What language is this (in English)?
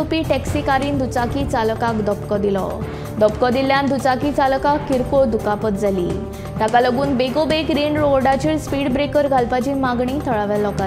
Konkani